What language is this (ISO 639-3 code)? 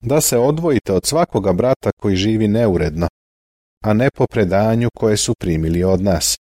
srp